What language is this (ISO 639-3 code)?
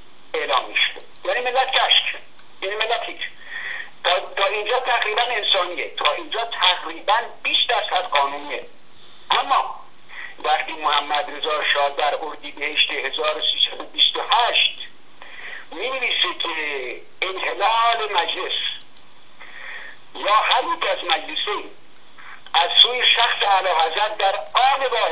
fas